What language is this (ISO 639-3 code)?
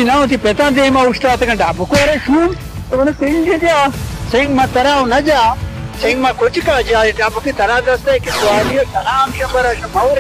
bal